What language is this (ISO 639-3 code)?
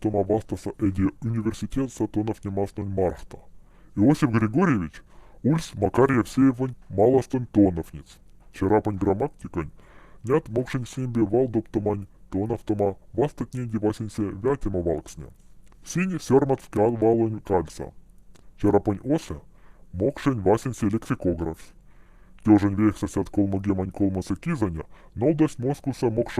mdf